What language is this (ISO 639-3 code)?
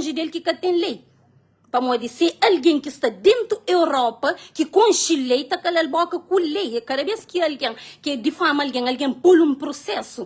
kea